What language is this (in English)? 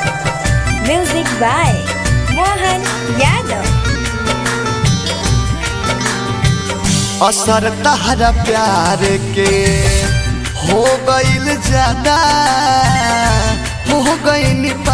Bhojpuri